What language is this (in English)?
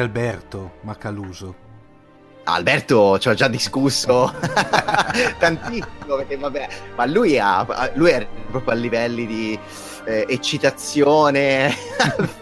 Italian